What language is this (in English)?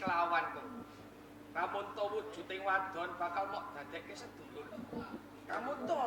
Javanese